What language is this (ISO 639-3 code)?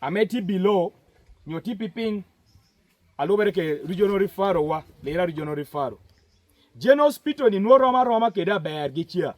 laj